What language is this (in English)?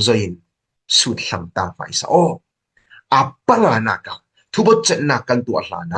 Falam Chin